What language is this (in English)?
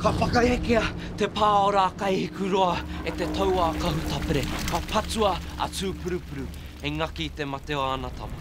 Māori